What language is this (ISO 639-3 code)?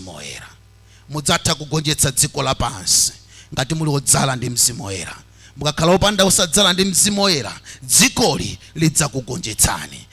nya